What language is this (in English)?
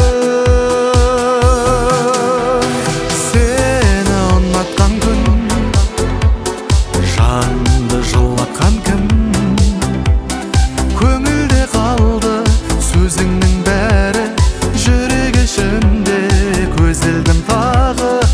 Kazakh